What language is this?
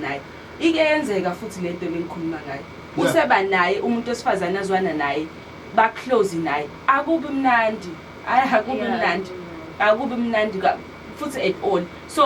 Zulu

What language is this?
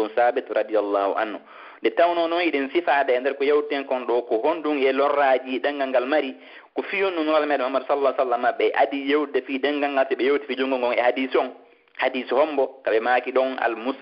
Fula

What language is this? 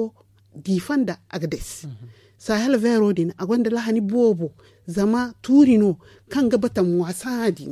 Zarma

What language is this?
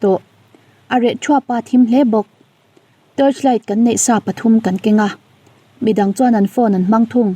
Mizo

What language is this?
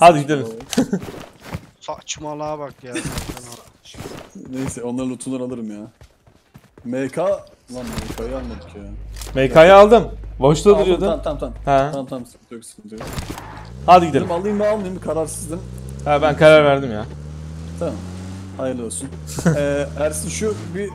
Turkish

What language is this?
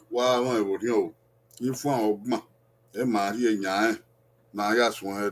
Bini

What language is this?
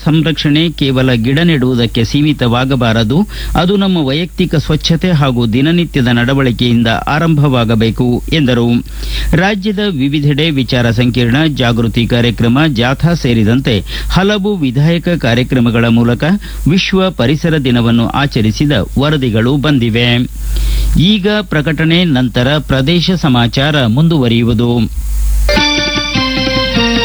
Kannada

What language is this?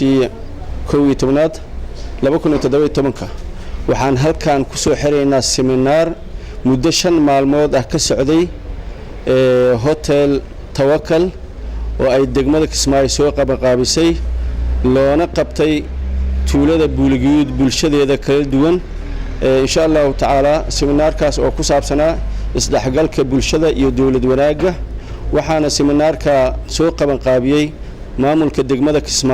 Somali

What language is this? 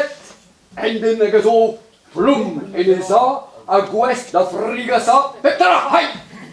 Breton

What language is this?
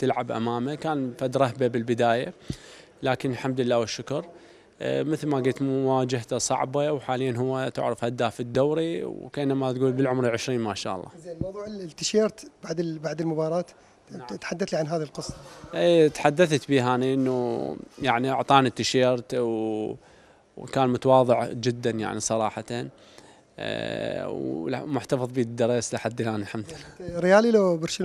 Mesopotamian Arabic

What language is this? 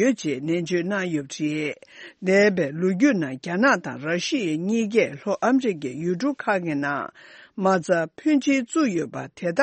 Tibetan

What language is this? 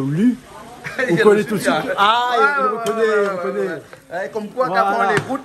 Réunion Creole French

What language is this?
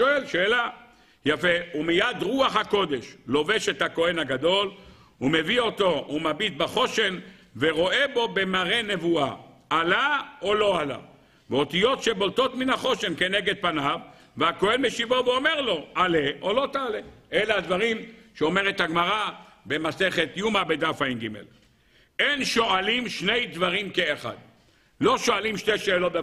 Hebrew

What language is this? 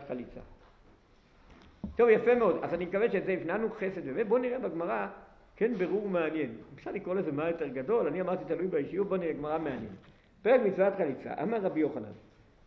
Hebrew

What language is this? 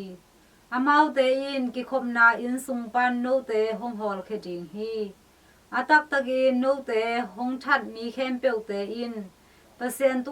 Tedim Chin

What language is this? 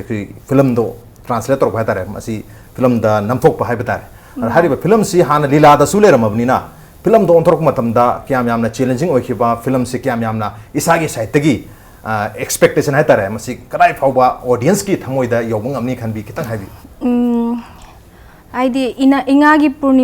Manipuri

